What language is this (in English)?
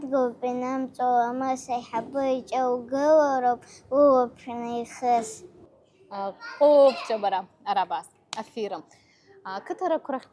Abkhazian